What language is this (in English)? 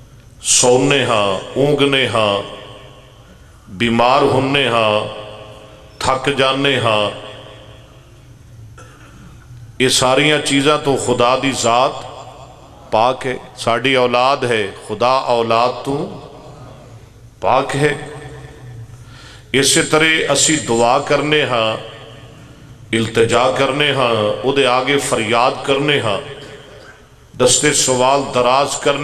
Western Panjabi